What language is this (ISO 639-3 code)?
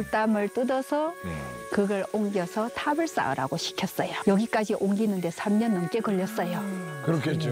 kor